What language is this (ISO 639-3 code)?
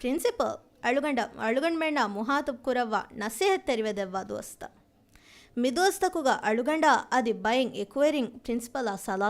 div